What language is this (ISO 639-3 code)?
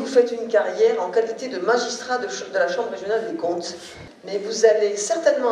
fra